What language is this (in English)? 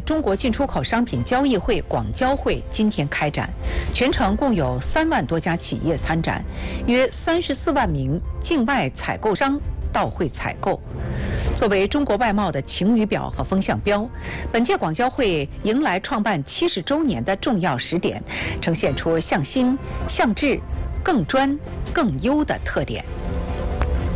Chinese